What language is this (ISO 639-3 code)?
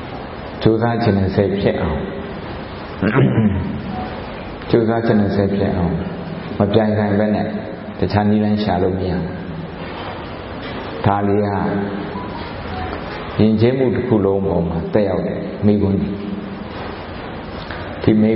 mya